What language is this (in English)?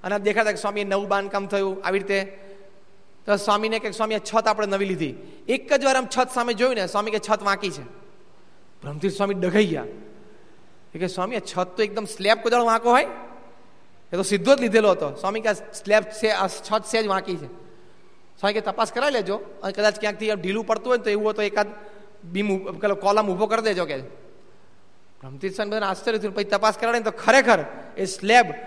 Gujarati